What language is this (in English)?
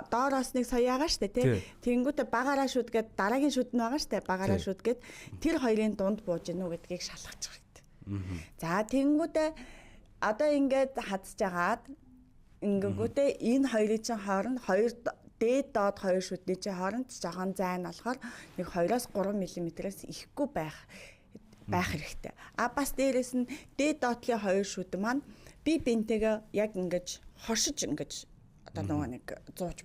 Mongolian